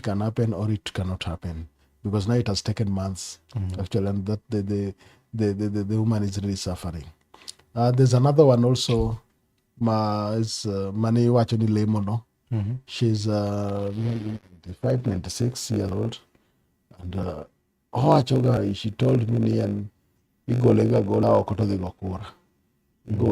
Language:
Luo (Kenya and Tanzania)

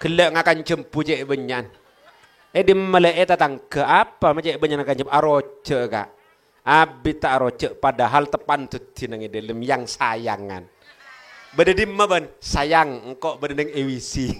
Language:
Madurese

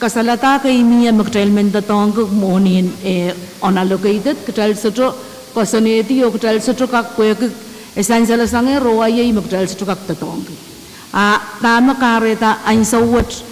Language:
Pohnpeian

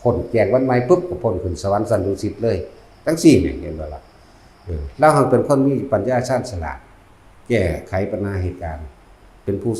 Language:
Northeastern Thai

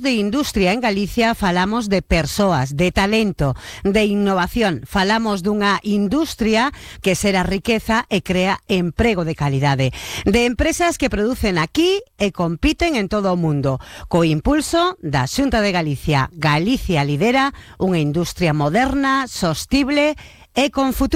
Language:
Galician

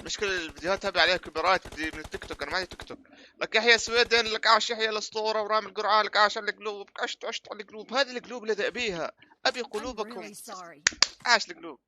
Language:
North Levantine Arabic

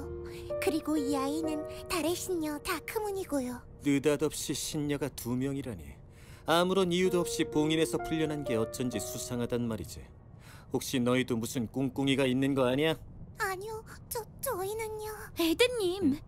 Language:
Korean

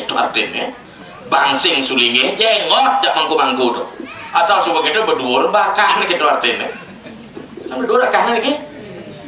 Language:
Balinese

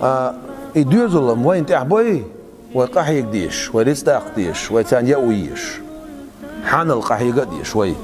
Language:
Chechen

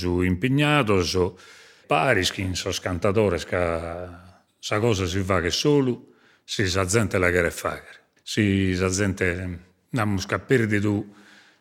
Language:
Sardinian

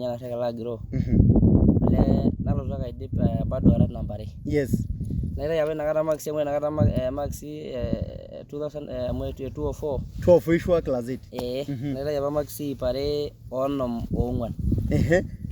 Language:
Masai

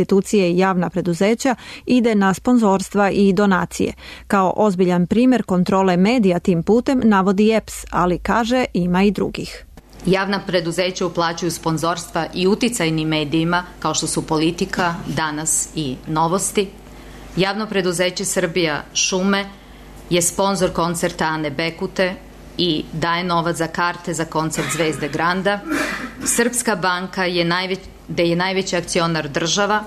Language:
Serbian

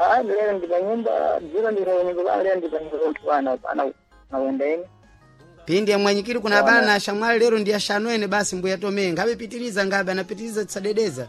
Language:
Sena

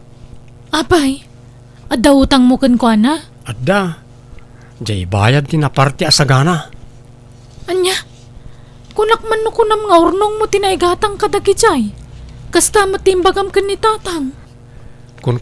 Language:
Iloko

